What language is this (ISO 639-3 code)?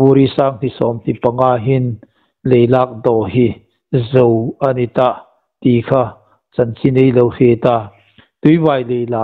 hmr